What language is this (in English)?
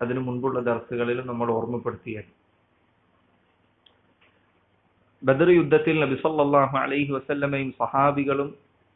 Malayalam